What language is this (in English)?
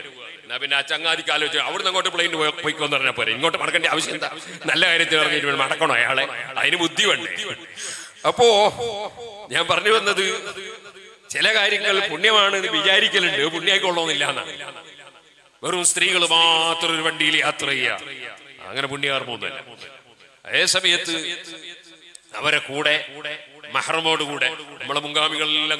Malayalam